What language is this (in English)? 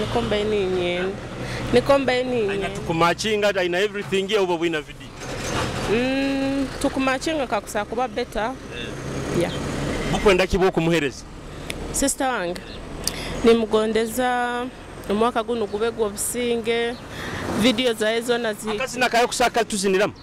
Nyoro